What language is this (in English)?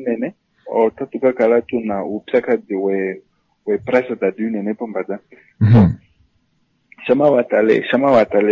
Swahili